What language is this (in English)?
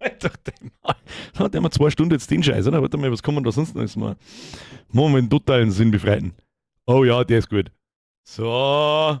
Bavarian